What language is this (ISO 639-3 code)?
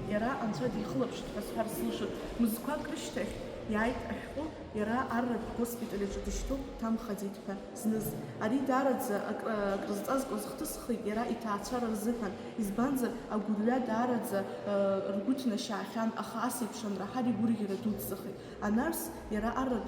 abk